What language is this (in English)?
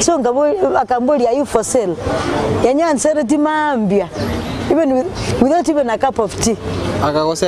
Gusii